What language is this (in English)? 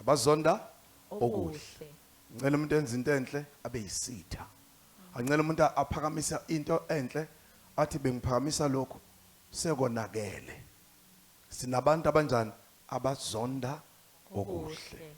Zulu